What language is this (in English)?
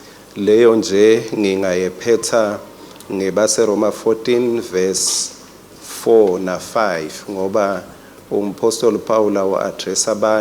Swati